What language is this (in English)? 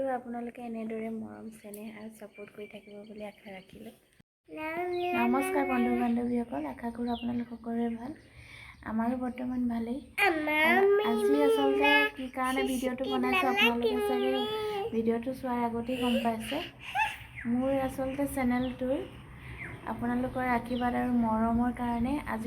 Assamese